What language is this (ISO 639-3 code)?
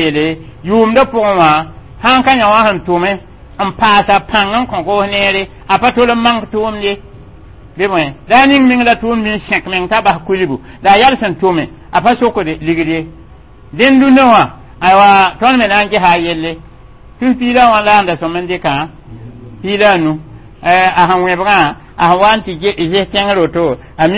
mos